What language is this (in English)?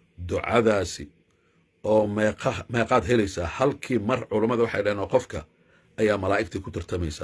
Somali